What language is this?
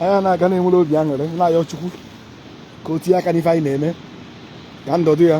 Igbo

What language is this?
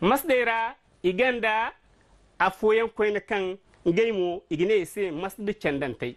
Zarma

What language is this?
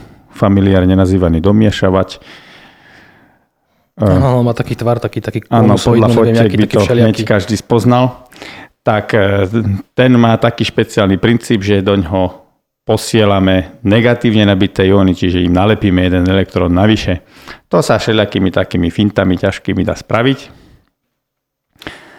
Slovak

